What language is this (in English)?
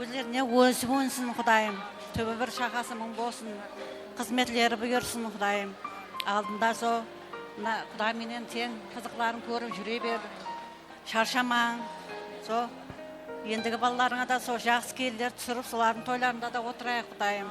Kara-Kalpak